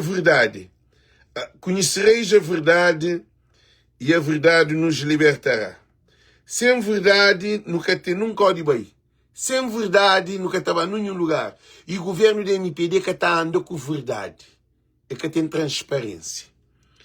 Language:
Kabuverdianu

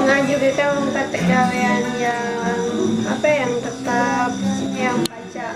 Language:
Musi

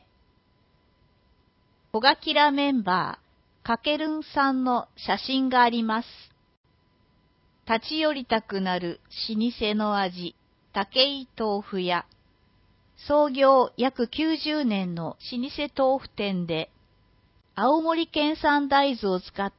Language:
Japanese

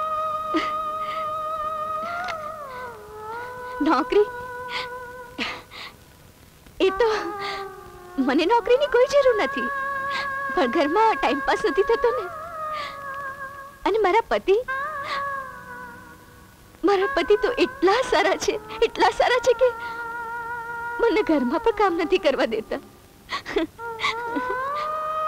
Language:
Gujarati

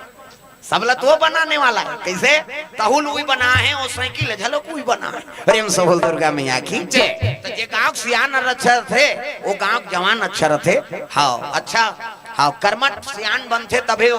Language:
Chhattisgarhi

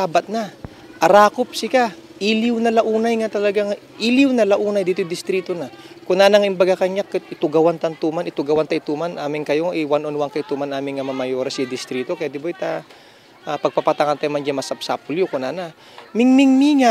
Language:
Iloko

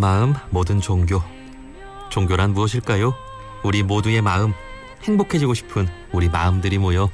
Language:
Korean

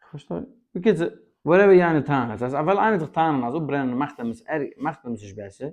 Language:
Yiddish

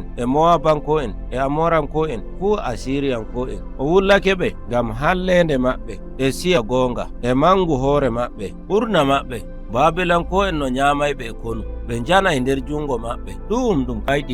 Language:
Nigerian Fulfulde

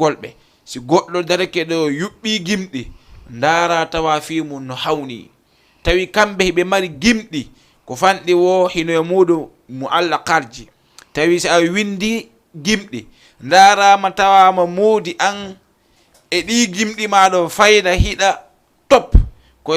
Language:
Fula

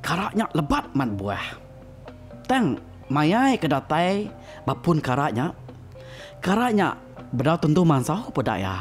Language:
Iban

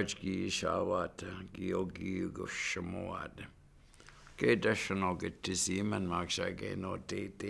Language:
Chippewa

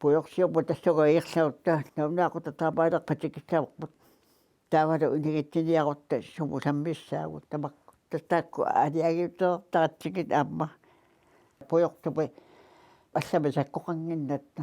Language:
Kalaallisut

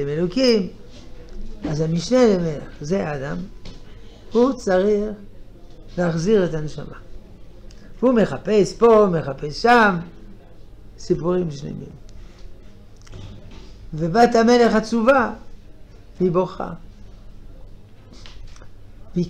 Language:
Hebrew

